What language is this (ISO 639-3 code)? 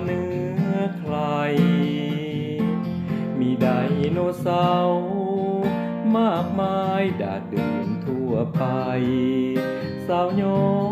tha